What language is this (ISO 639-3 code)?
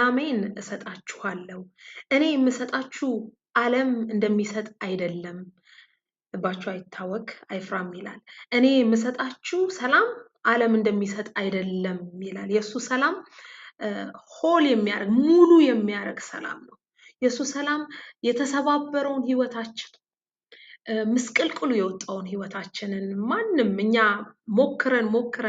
amh